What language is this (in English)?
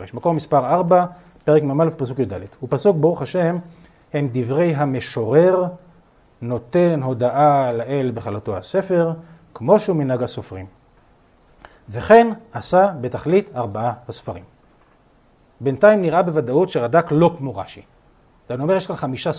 Hebrew